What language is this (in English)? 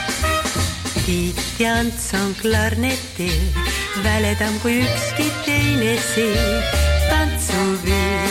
Estonian